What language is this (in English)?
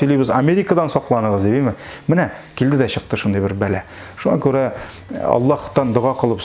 Tatar